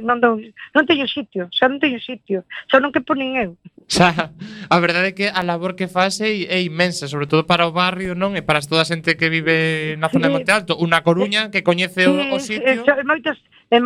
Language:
Galician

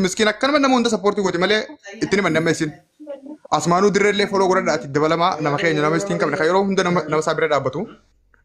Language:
Oromo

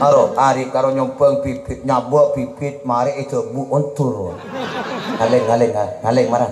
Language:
Madurese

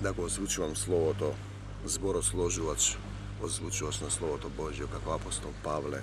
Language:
Macedonian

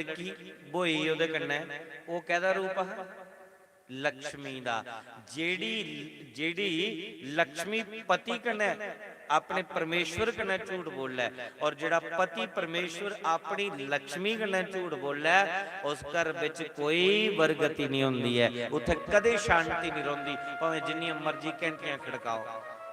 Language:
Dogri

